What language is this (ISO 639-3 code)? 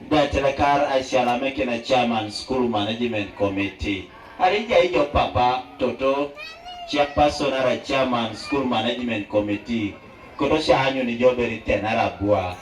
teo